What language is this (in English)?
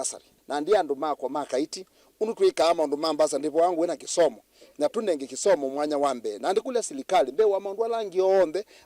Kamba